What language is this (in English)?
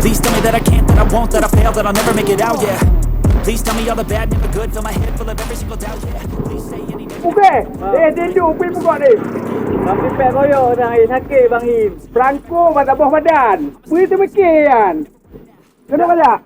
Achinese